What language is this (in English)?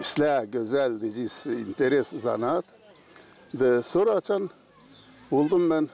Gagauz